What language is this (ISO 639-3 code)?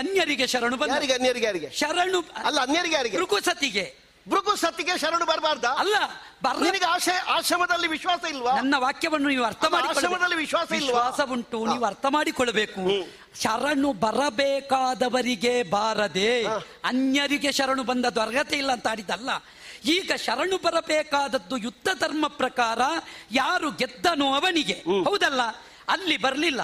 kan